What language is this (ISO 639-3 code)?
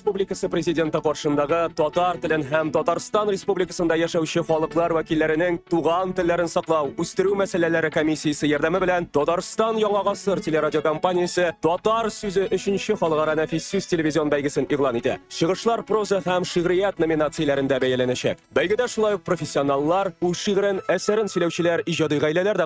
tat